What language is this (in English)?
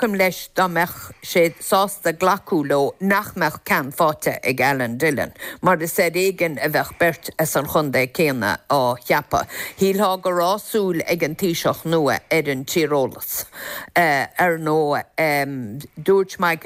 Irish